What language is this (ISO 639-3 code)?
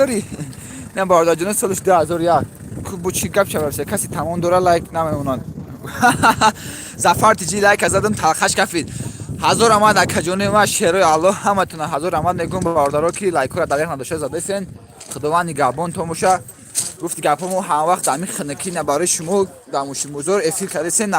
tgk